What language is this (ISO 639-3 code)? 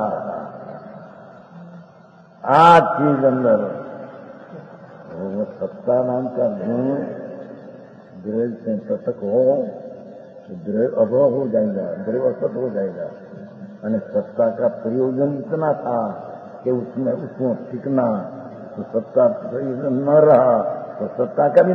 hin